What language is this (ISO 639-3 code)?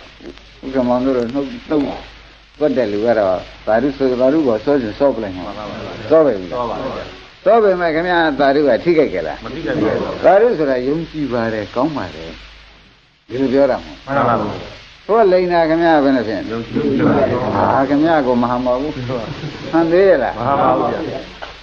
mya